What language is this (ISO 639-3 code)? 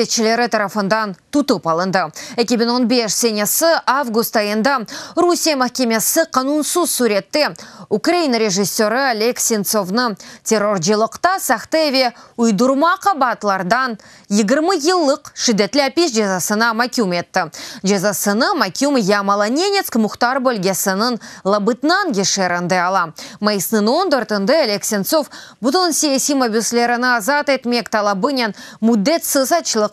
crh